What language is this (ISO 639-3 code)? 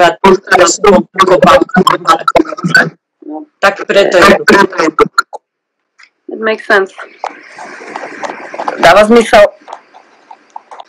slk